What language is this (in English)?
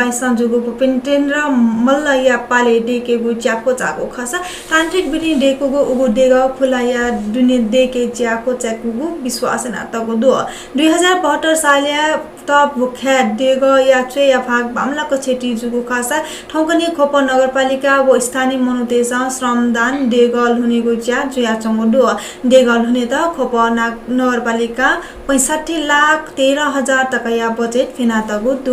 Newari